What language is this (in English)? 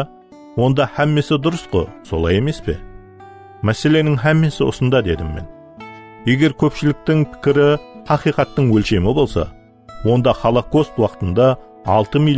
Kara-Kalpak